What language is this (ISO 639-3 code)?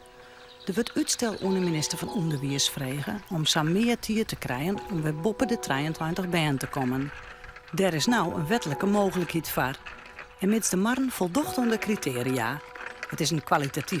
fry